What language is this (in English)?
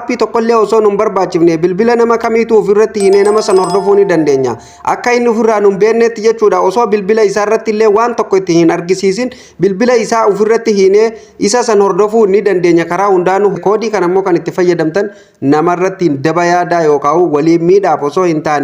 Oromo